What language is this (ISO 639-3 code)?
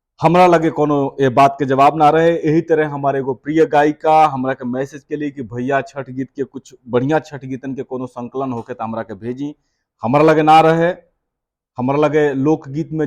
bho